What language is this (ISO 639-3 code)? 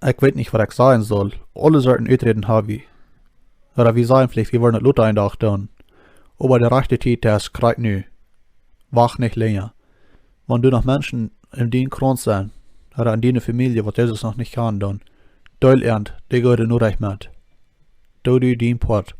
pdt